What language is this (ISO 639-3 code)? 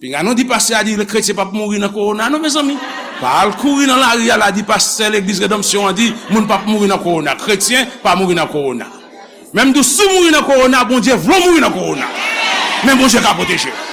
hat